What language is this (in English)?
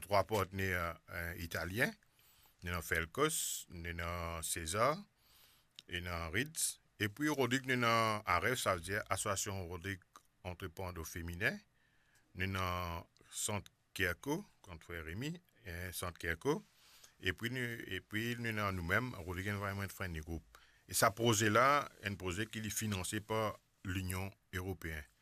Morisyen